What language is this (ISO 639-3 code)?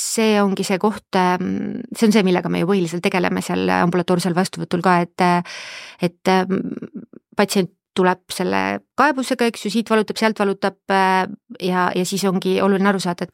est